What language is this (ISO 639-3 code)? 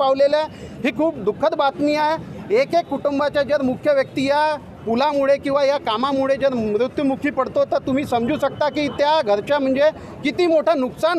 mar